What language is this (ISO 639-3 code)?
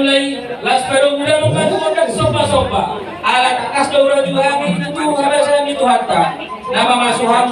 bbc